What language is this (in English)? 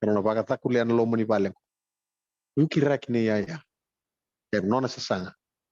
Fijian